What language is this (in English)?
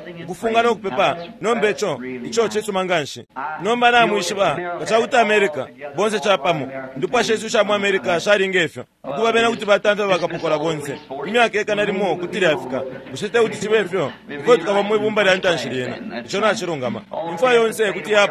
Bemba